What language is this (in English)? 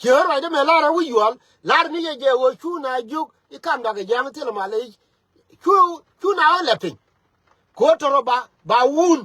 Nuer